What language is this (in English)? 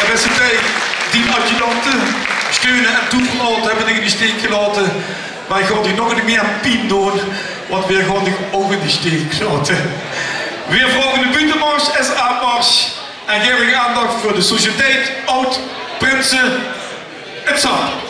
Limburgish